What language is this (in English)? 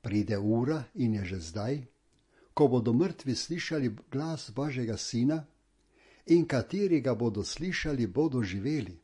Slovenian